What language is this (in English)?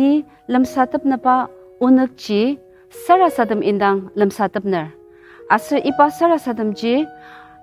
Ao Naga